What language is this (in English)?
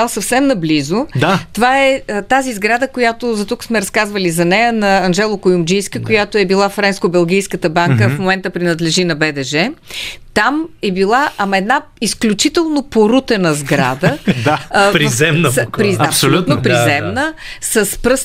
Bulgarian